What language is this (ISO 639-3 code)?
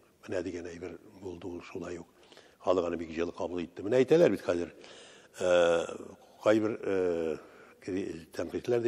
tat